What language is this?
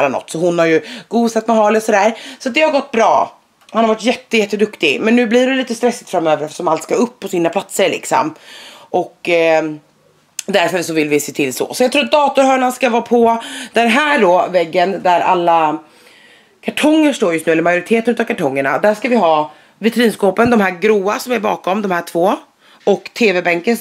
Swedish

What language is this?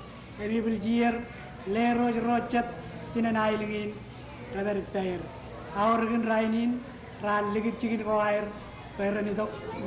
Marshallese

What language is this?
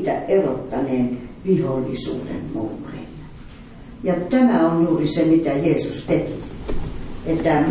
Finnish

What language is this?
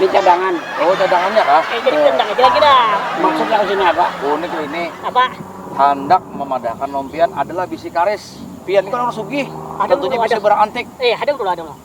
Banjar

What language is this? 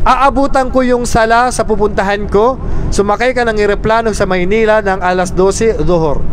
Maranao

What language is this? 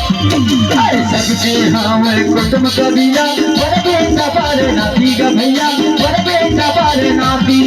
Chhattisgarhi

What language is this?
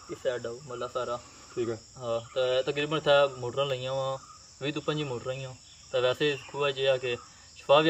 Pahari-Potwari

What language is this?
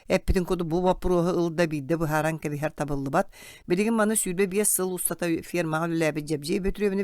Yakut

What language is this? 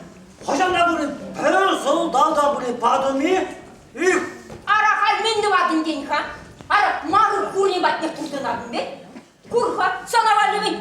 Chuvash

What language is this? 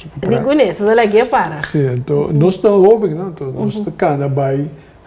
Papiamento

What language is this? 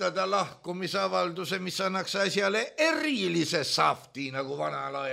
Estonian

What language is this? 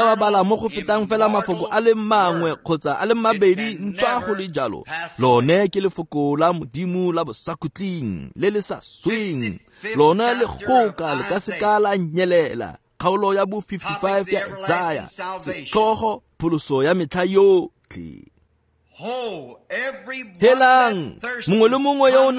Tswana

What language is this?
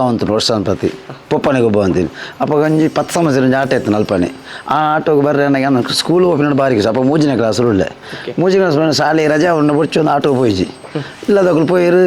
Tulu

